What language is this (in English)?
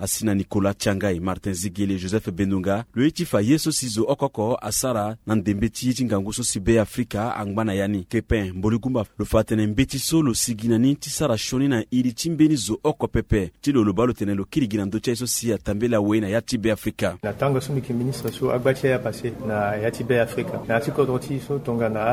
Sango